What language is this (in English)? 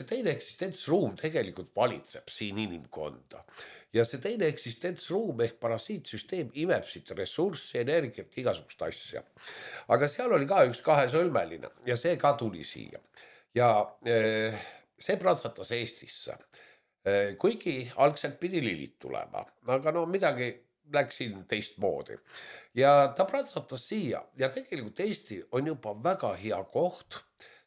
Estonian